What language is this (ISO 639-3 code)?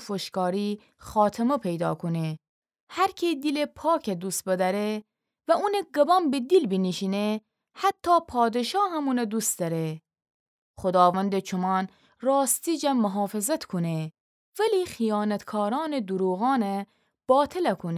glk